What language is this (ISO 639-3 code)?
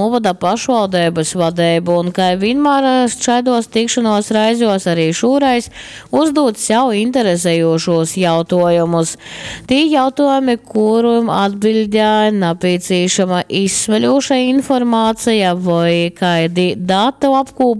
ltg